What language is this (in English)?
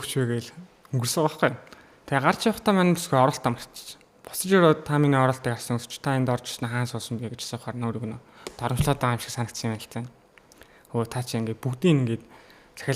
Mongolian